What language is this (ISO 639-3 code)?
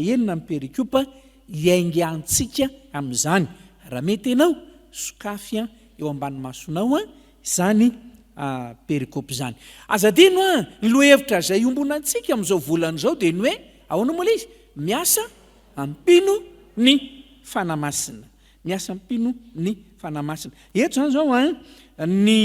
mlg